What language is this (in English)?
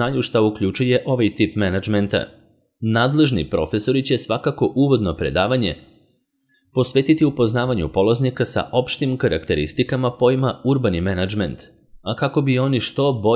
Serbian